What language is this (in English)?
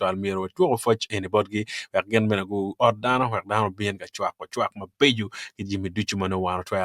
Acoli